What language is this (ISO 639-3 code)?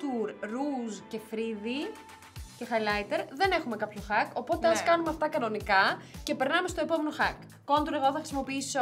ell